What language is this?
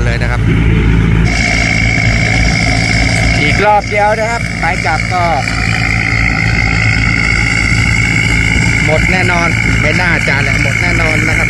Thai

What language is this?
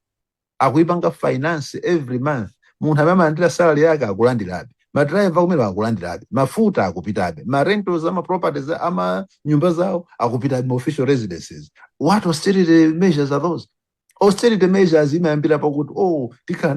Nyanja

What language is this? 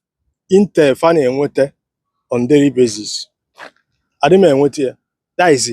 Igbo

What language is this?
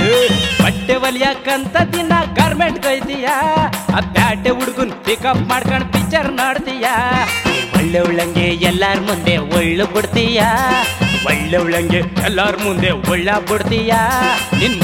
Kannada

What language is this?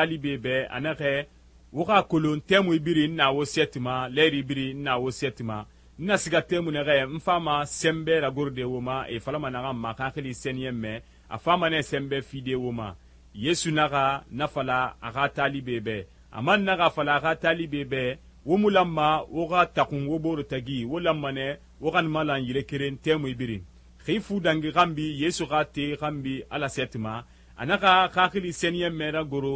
Susu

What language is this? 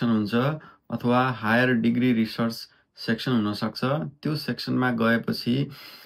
Nepali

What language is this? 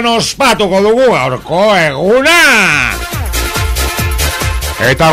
Basque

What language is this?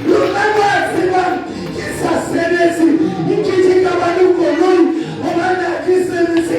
Southern Sotho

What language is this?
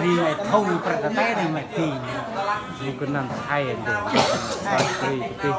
Central Mnong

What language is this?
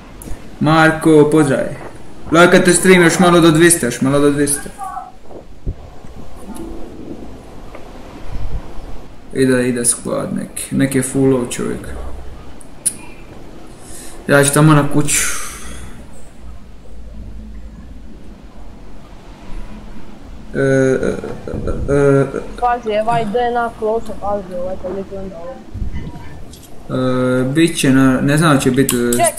Croatian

